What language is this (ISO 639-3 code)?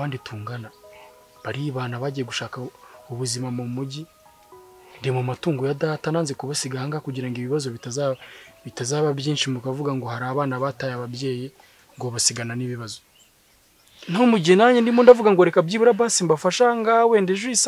kin